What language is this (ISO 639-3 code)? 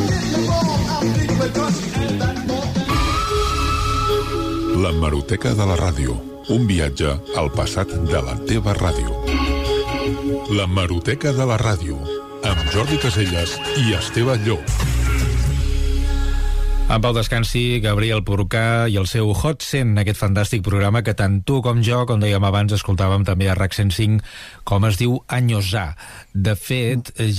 cat